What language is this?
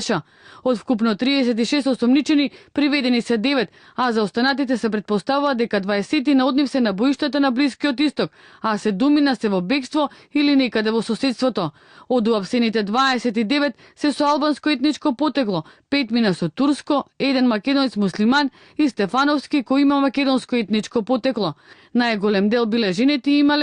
Macedonian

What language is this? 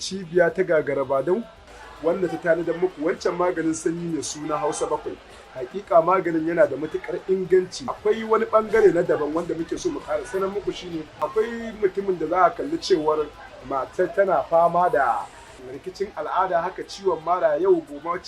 Hausa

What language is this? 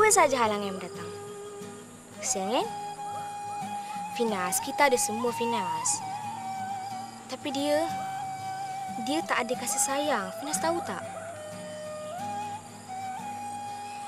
Malay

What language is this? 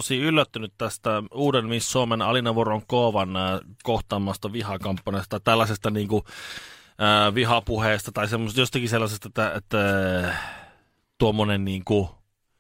Finnish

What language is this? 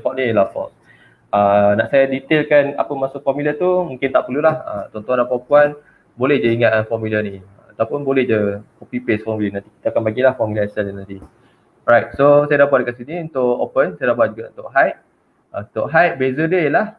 Malay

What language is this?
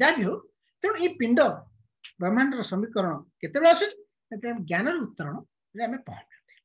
Odia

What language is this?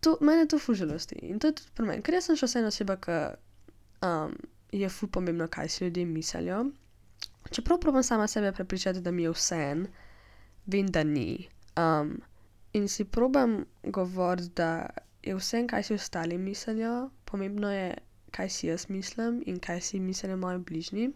Slovenian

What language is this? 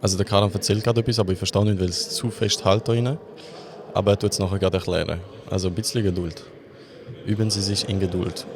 Swiss German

